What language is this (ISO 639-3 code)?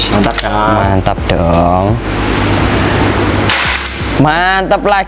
ind